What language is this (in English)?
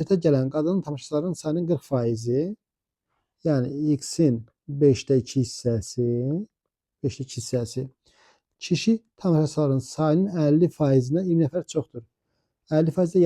Azerbaijani